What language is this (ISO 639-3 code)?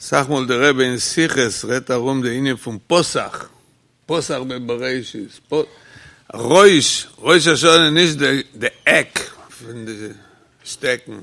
yid